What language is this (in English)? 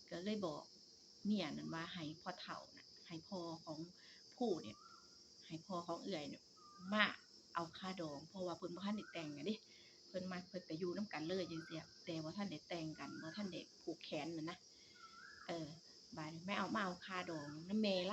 Northeastern Thai